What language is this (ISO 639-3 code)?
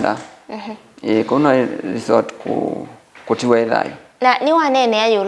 kam